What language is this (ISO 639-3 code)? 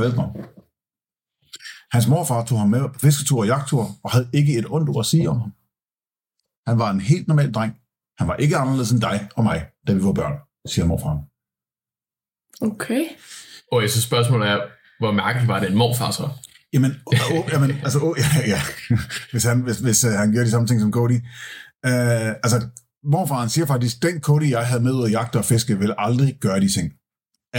dan